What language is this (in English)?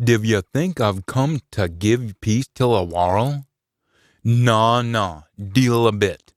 Scots